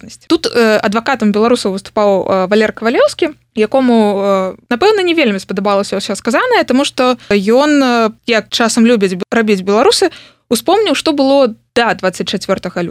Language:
Belarusian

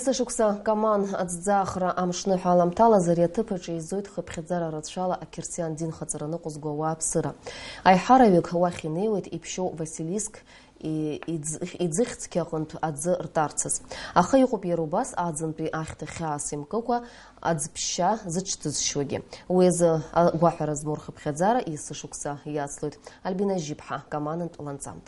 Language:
Abkhazian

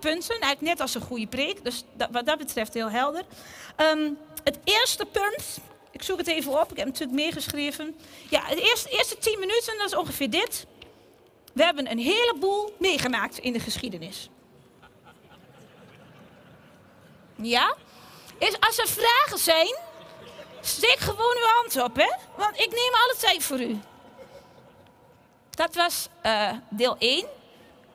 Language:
Dutch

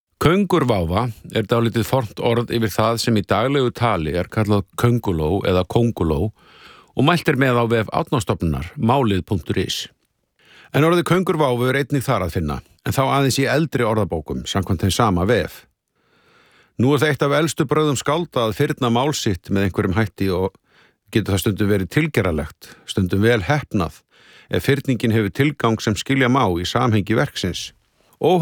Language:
Icelandic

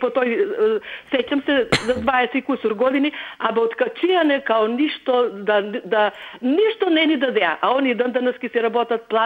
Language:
Macedonian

